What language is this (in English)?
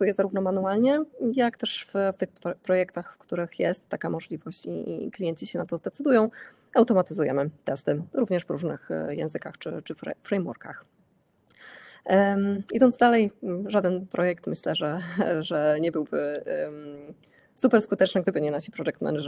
Polish